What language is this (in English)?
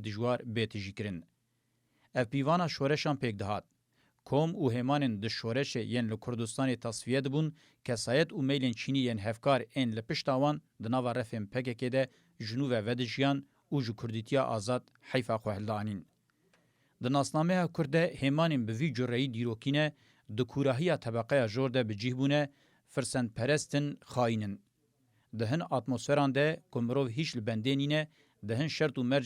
Kurdish